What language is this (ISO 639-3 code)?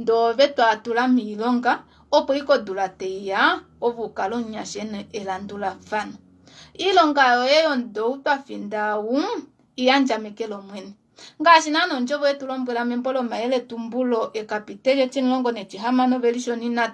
kua